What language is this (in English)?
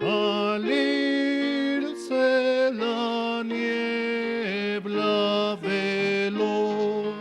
Aymara